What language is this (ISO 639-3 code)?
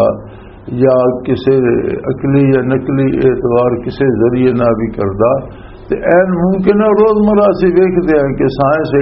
lah